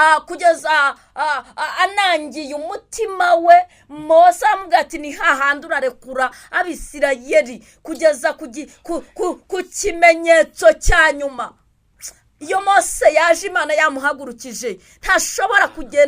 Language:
Kinyarwanda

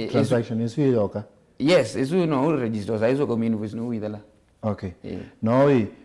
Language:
Kamba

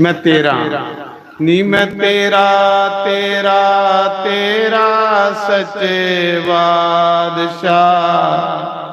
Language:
Dogri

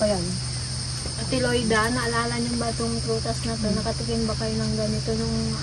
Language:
Filipino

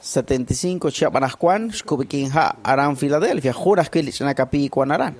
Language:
Kekchí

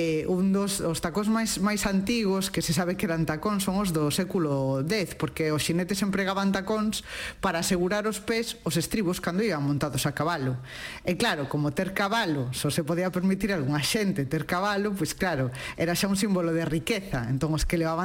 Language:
Galician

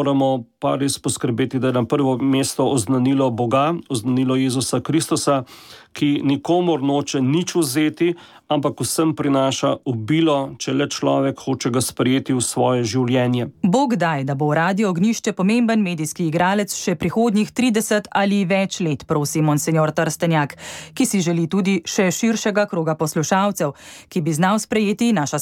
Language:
Slovenian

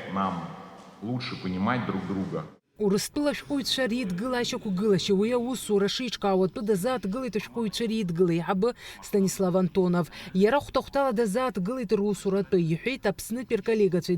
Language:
Abkhazian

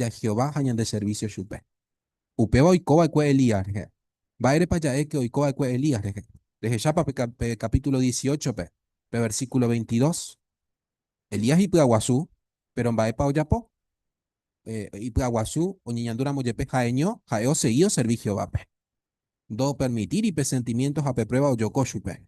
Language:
Guarani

